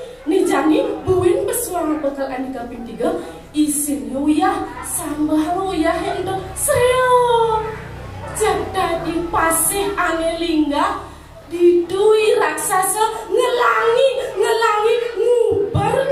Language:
Balinese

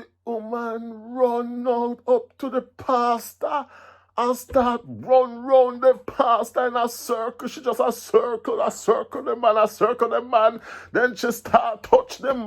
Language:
Jamaican Creole English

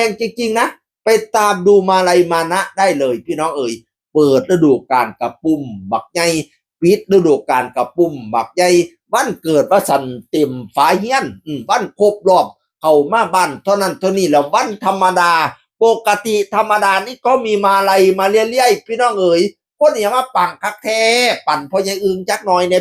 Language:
Northeastern Thai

